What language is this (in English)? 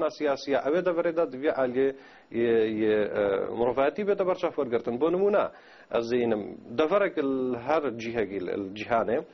Kurdish